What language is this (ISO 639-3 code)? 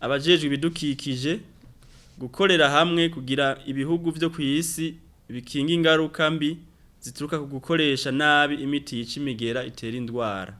run